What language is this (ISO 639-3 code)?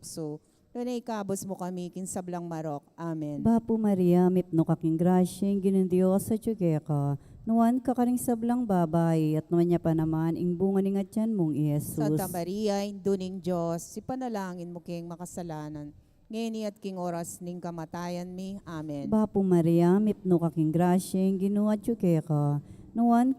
pam